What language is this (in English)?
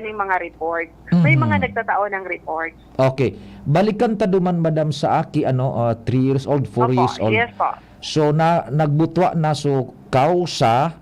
Bikol